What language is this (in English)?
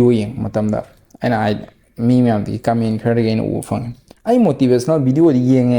Manipuri